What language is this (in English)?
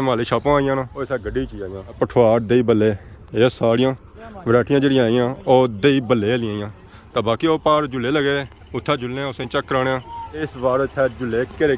Pahari-Potwari